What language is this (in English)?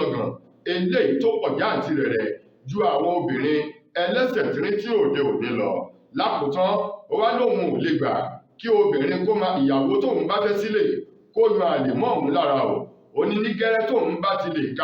Yoruba